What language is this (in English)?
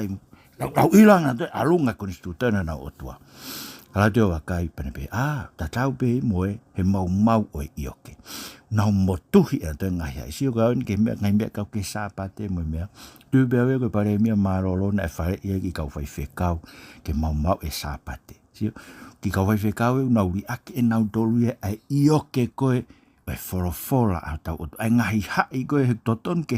Tongan